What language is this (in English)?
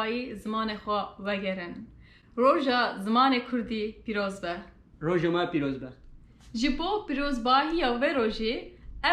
Kurdish